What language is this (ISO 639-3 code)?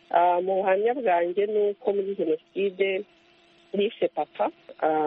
kin